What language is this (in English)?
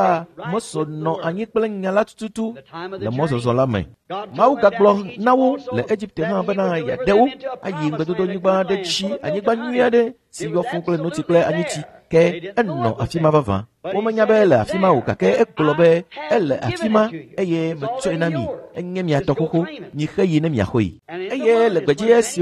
Ewe